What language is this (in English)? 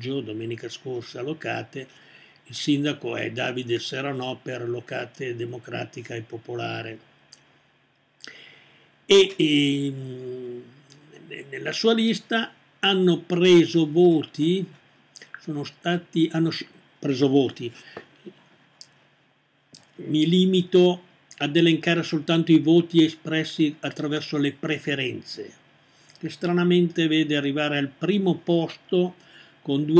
Italian